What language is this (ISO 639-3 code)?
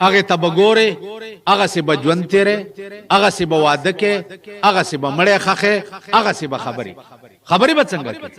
pus